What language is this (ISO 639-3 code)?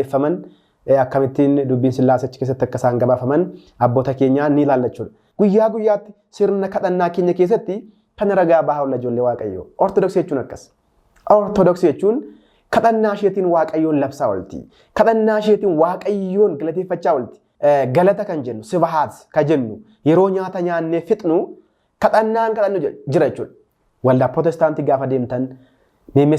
orm